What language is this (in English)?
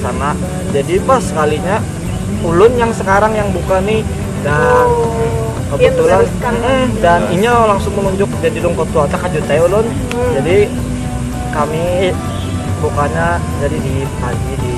Banjar